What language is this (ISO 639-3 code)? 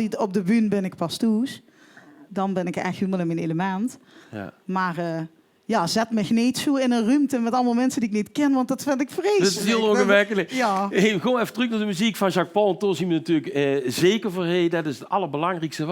lim